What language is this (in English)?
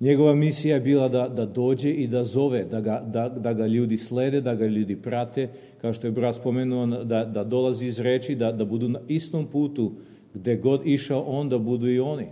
Serbian